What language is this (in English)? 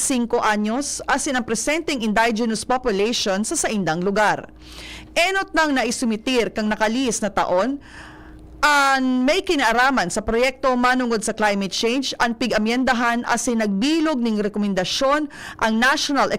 Bikol